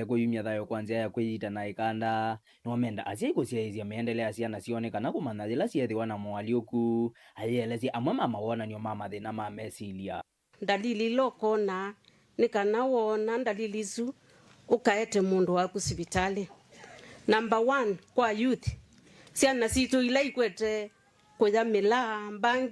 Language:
Kamba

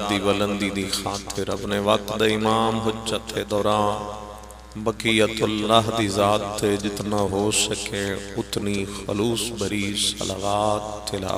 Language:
Pahari-Potwari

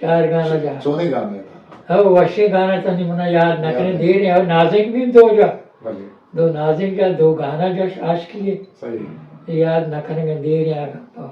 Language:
Eastern Balochi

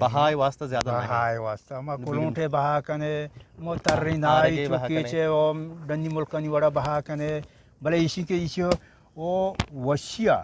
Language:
Eastern Balochi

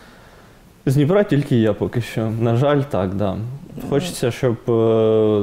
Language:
Ukrainian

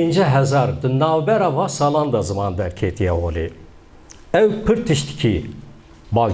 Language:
Kurdish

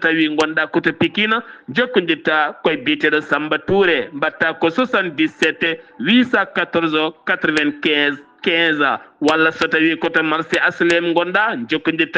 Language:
Fula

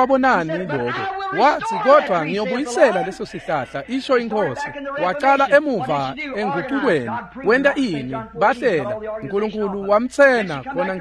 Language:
Swati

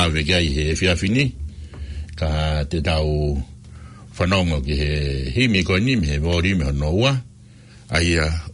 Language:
Tongan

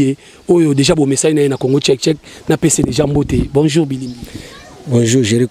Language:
Lingala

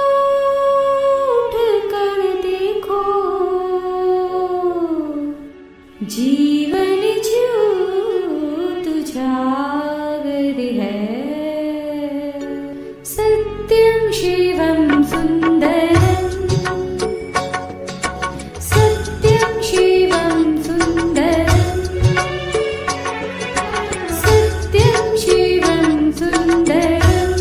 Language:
Hindi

